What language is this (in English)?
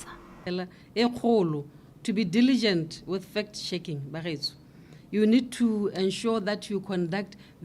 Tswana